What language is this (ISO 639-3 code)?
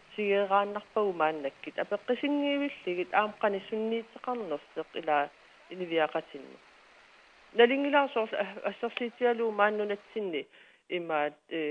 kal